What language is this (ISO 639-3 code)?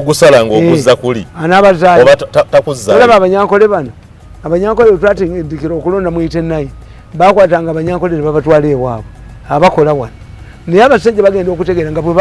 lug